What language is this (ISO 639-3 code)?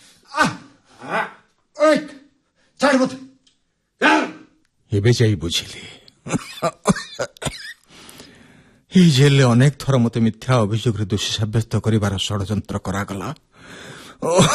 ori